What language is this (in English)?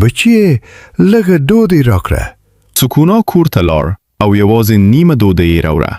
Pashto